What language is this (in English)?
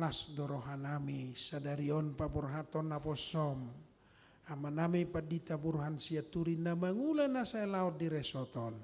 Batak Toba